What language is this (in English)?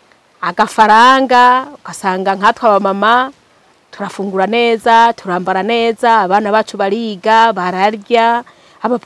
Rundi